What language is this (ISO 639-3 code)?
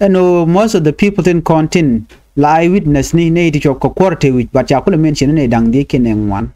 nus